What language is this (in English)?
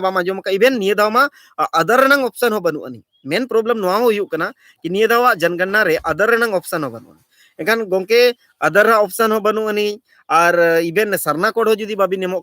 Santali